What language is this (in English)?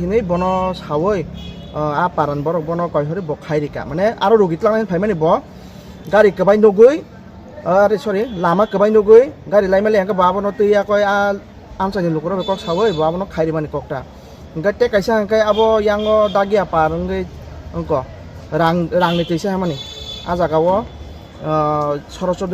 Kok Borok